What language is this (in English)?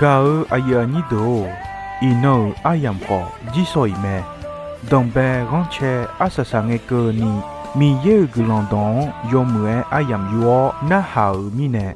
Akha